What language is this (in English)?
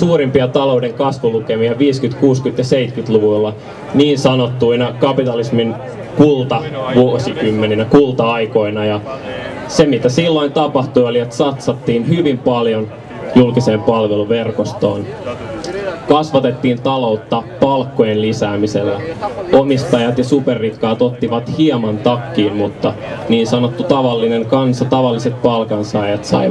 Finnish